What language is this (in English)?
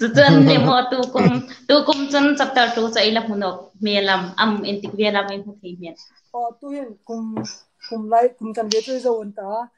Hmar